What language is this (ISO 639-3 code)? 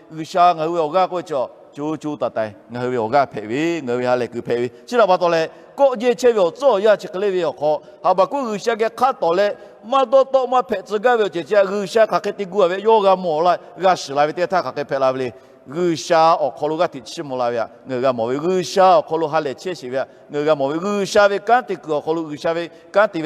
lhu